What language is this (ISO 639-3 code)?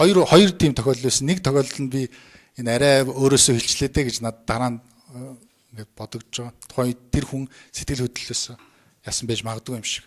mon